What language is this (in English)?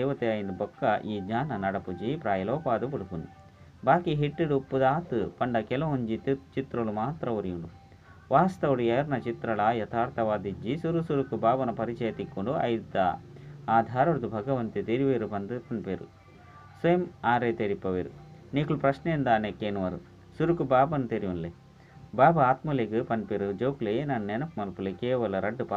Tulu